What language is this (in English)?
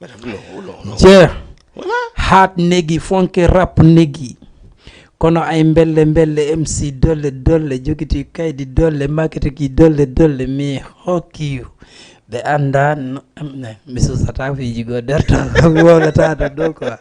Fula